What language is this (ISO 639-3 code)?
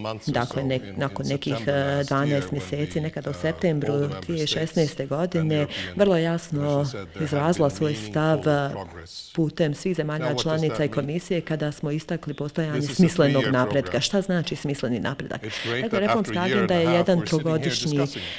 bos